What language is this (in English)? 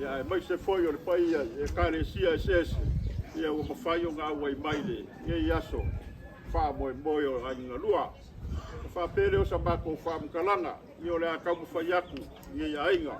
Samoan